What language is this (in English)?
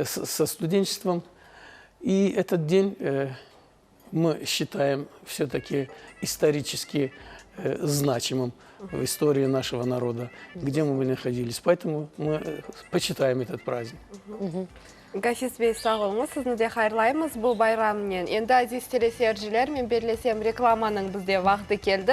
Crimean Tatar